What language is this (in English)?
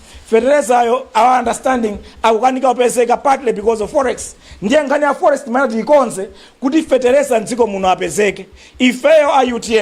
Nyanja